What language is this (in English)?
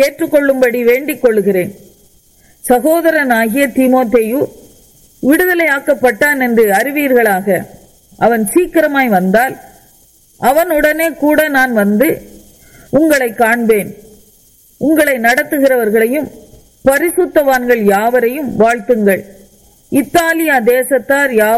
Tamil